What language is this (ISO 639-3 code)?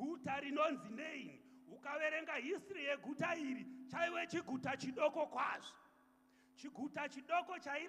sna